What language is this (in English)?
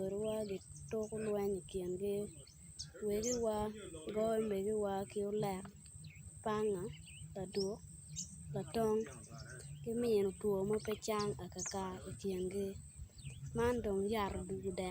Acoli